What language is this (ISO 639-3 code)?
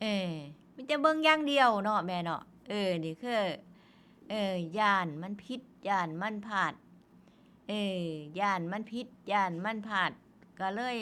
tts